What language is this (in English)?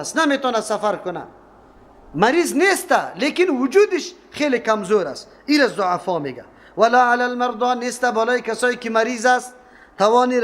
Persian